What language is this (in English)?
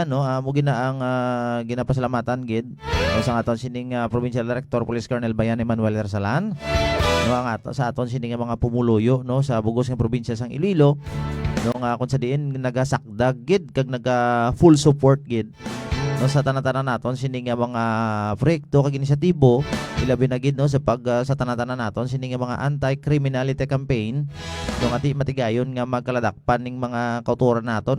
Hiligaynon